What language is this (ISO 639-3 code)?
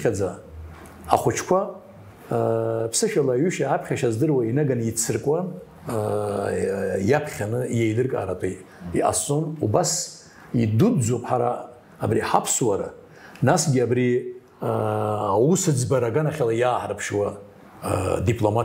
abk